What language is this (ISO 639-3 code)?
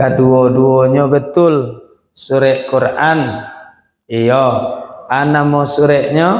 min